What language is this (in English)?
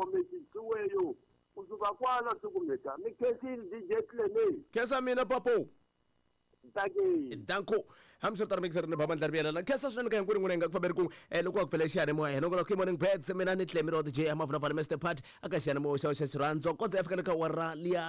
Tsonga